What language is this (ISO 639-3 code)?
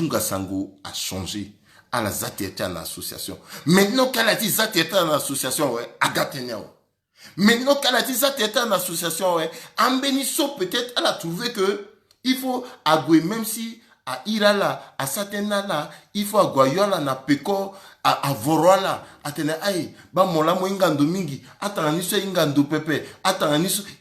sag